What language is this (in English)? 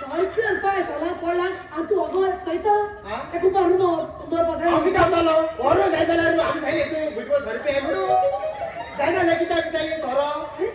Konkani